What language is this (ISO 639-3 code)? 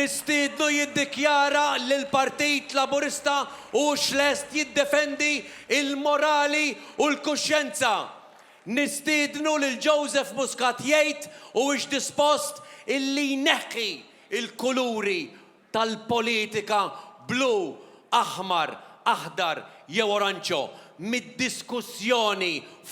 mlt